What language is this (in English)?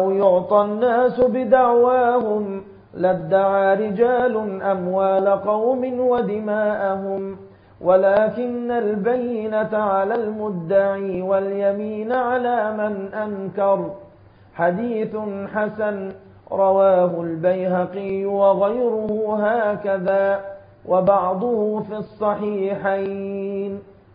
Arabic